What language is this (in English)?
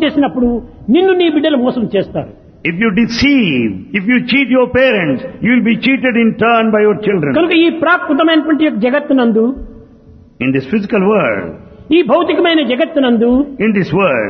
Telugu